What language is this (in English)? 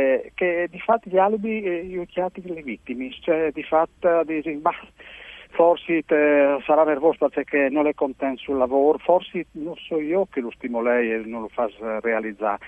Friulian